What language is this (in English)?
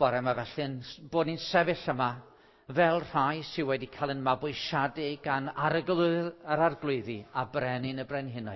Welsh